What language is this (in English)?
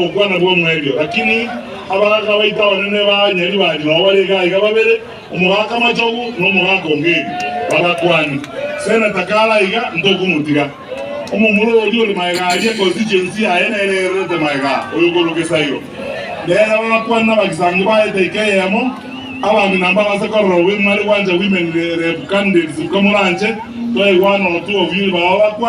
Gusii